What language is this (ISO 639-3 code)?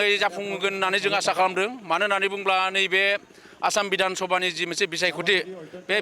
brx